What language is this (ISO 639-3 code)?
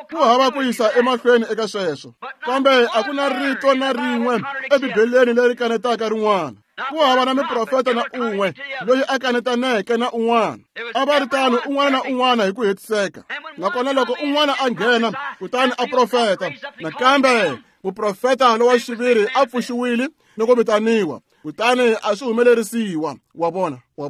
tso